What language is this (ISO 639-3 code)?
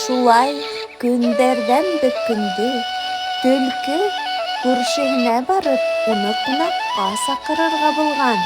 bak